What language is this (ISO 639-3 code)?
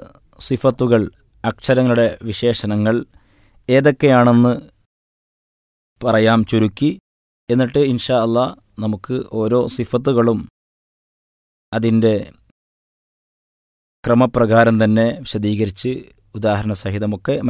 mal